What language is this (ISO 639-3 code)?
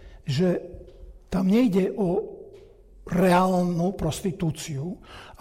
slk